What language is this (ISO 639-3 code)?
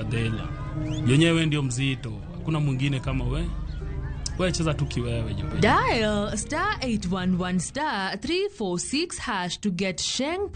luo